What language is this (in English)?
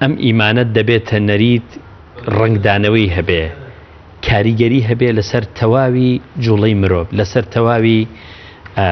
Central Kurdish